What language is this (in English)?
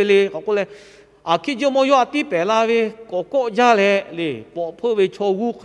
Lahu